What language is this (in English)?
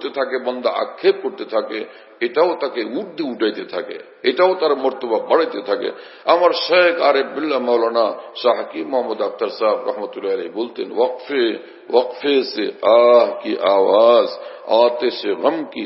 Bangla